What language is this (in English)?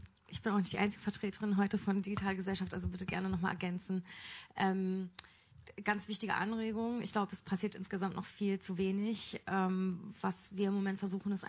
German